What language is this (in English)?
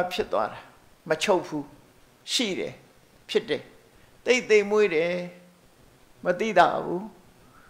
Burmese